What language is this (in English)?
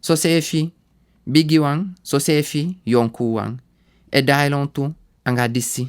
Sranan Tongo